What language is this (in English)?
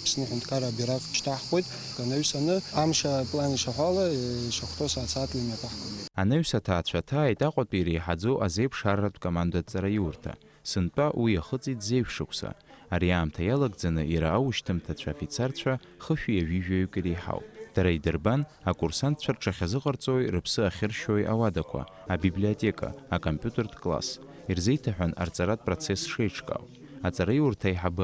Abkhazian